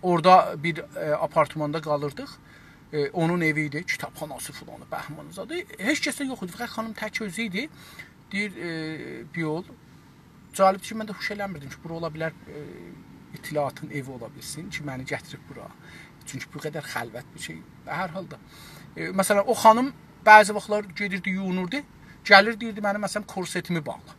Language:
South Azerbaijani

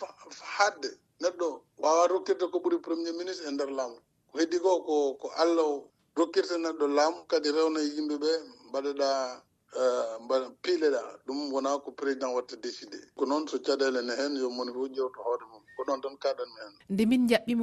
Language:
Fula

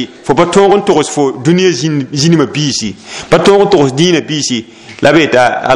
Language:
Mossi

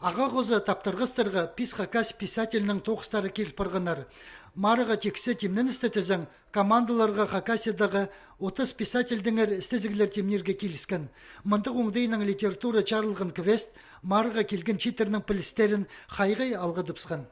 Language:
Khakas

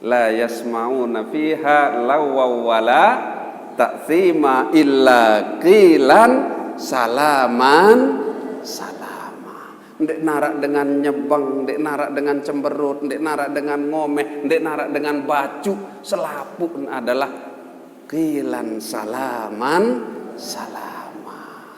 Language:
Sasak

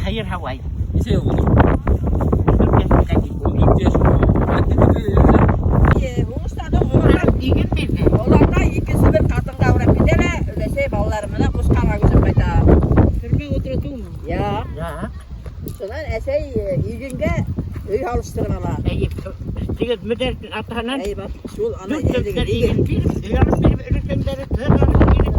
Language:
Bashkir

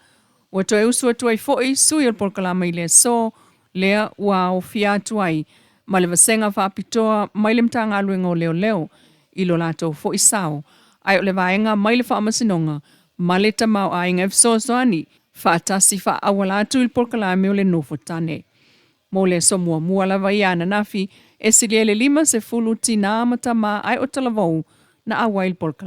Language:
Samoan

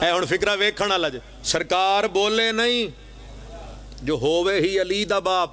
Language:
Pahari-Potwari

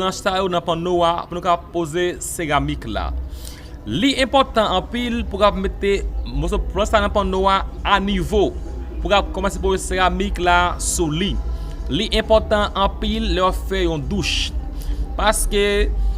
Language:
Haitian Creole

